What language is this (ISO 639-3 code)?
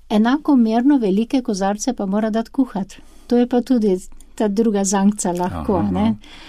slv